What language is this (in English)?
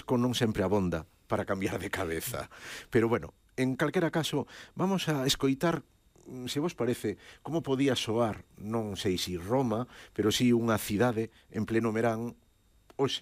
Galician